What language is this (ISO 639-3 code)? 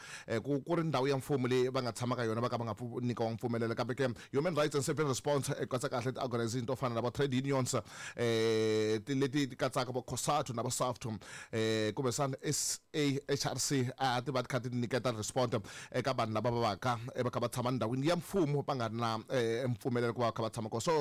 tso